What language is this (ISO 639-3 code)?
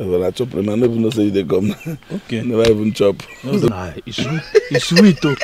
pcm